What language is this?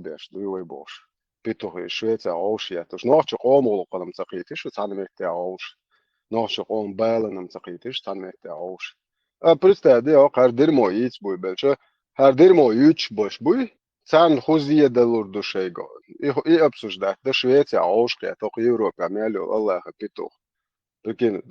Chechen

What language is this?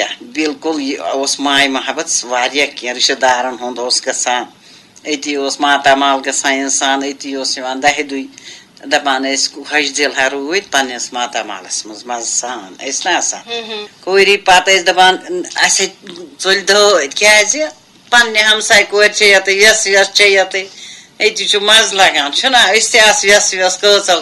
Kashmiri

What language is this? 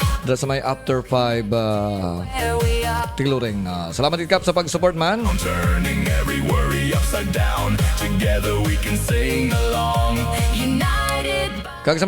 Hiligaynon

